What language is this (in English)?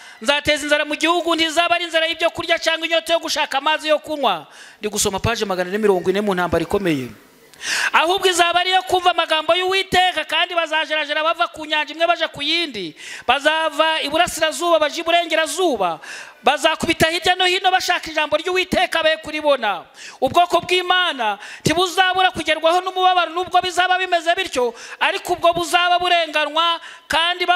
Kinyarwanda